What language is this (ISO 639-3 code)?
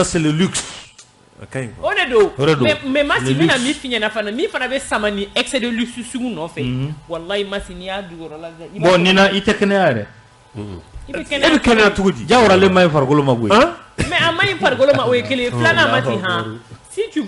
bam